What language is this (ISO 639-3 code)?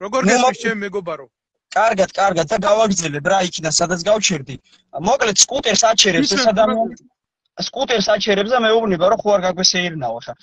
kat